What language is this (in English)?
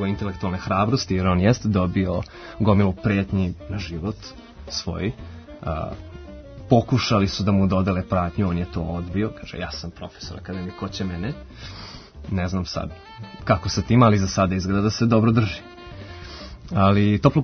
Serbian